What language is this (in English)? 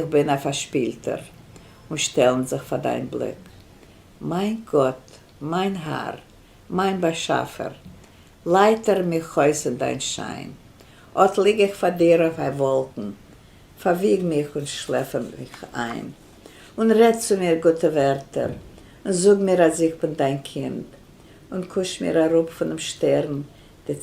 Yiddish